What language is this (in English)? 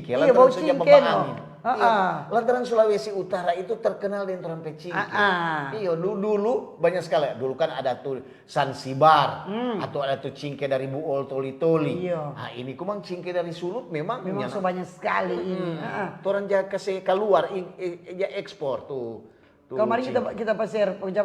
Manado Malay